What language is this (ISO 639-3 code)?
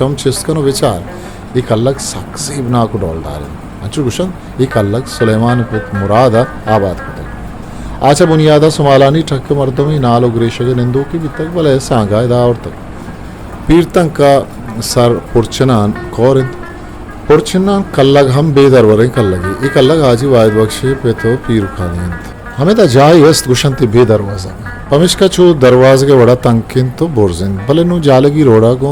bgp